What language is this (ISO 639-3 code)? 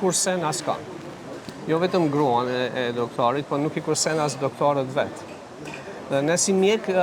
sqi